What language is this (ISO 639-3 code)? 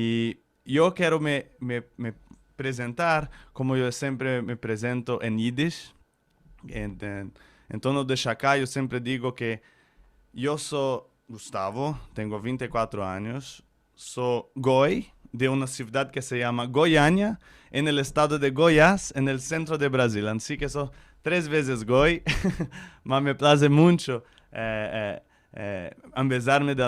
lad